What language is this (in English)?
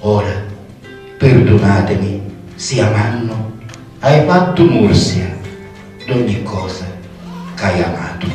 Sicilian